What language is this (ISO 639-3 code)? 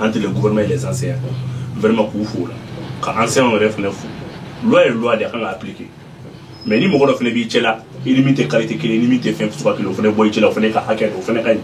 bam